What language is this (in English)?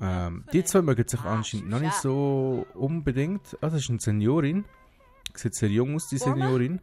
Swiss German